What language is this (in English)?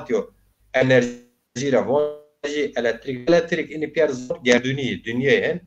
Zaza